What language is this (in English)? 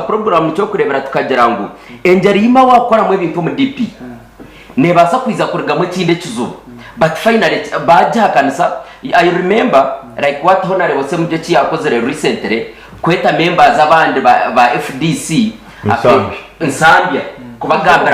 Nyankole